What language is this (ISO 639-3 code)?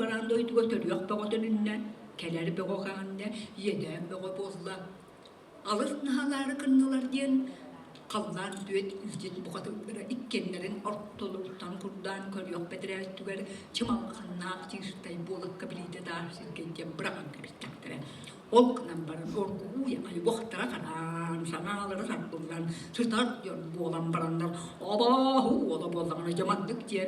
sah